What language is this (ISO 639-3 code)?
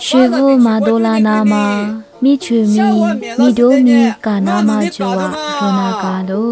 lis